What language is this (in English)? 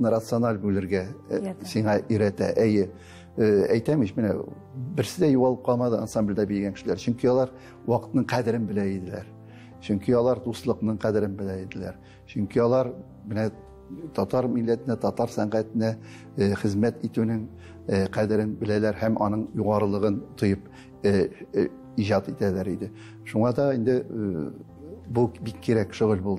Tatar